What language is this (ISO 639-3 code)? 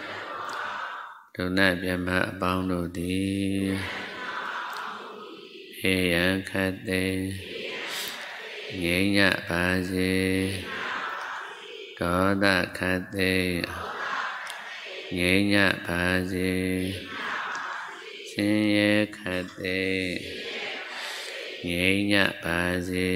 mya